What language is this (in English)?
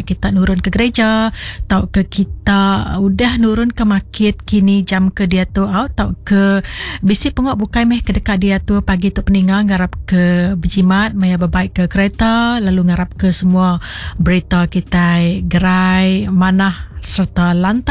Iban